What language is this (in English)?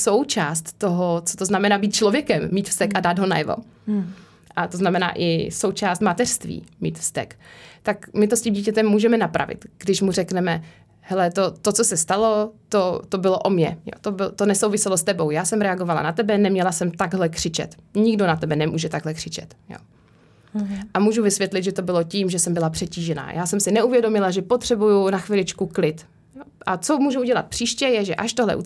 Czech